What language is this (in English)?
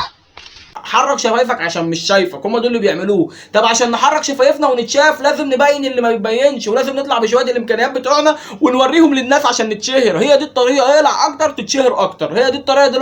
Egyptian Arabic